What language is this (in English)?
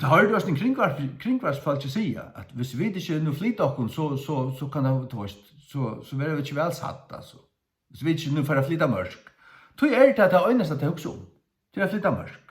Faroese